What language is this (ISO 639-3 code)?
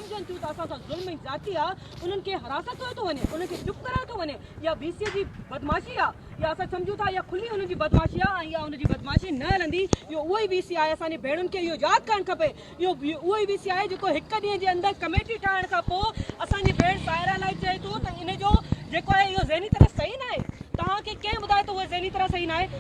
snd